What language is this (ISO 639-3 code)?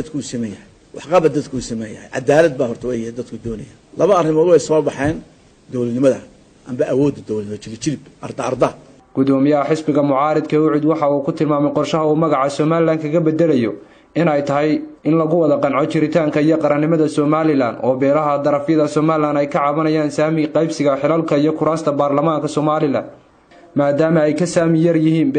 som